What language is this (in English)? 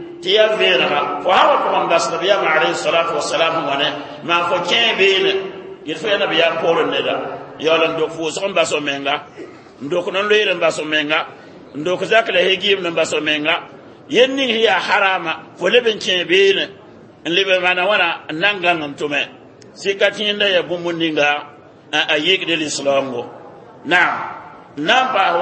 Mossi